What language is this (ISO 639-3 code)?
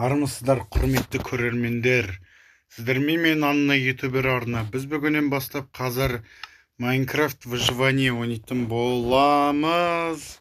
kaz